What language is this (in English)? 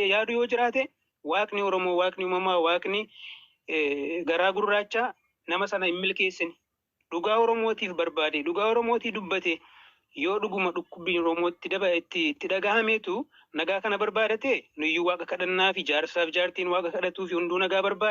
Oromo